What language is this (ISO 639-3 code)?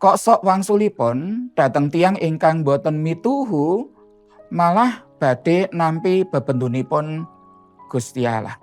jav